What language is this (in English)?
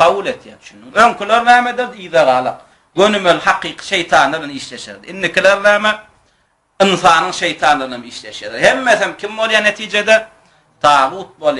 Turkmen